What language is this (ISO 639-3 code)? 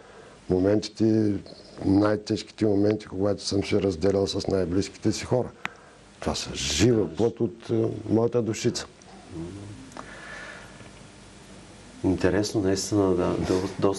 bul